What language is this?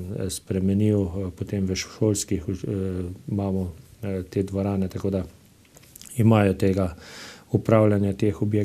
Slovenian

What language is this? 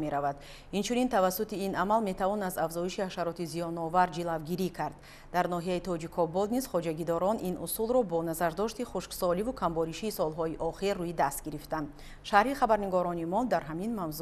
Tajik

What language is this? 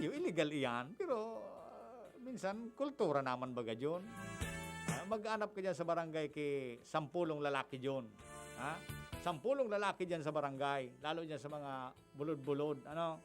Bikol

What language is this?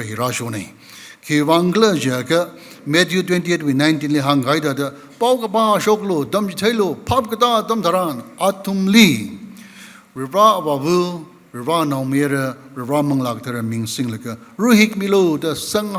Tangkhul Naga (India)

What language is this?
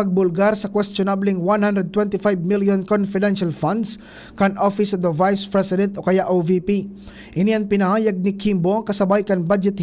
Bikol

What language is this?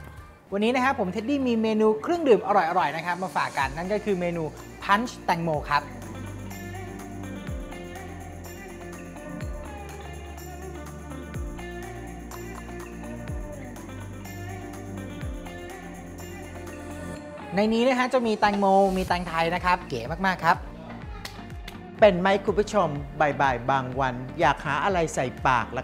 Thai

